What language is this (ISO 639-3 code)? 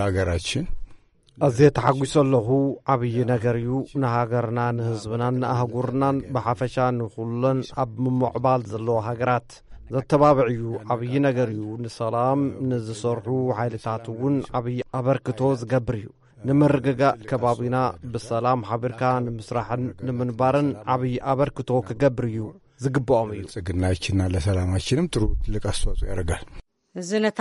tir